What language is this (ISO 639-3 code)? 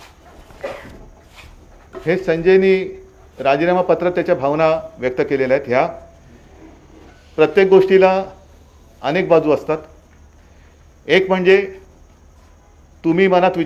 mar